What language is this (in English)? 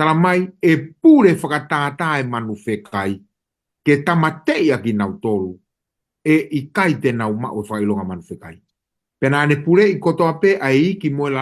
Tongan